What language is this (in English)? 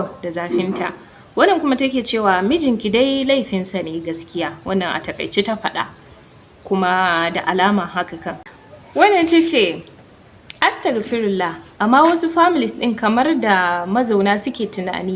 Hausa